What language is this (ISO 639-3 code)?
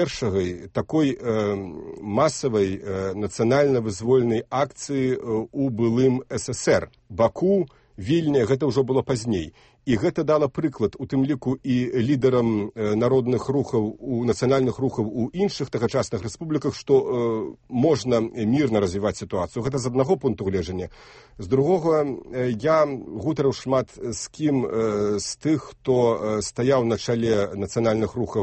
bel